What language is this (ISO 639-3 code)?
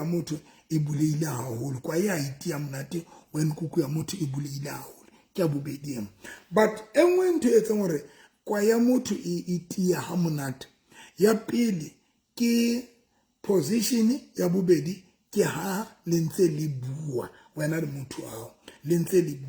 sot